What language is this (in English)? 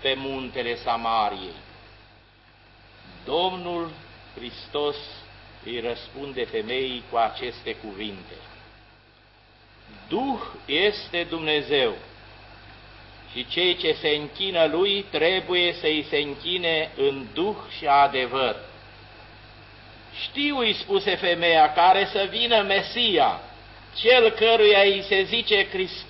Romanian